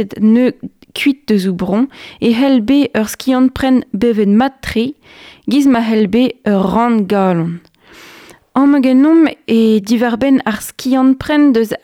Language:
Breton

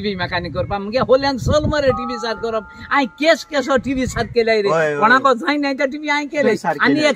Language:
Konkani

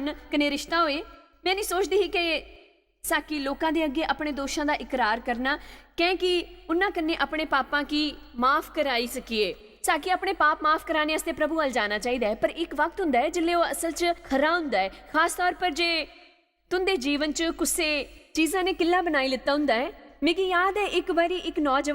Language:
Dogri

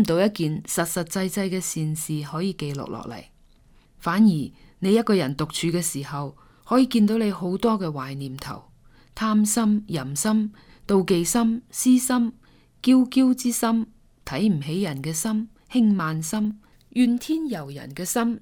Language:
Cantonese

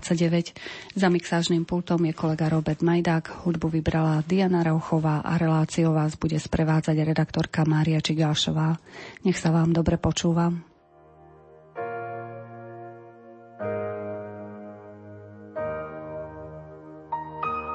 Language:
Slovak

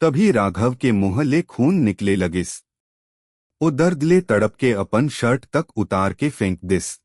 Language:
Chhattisgarhi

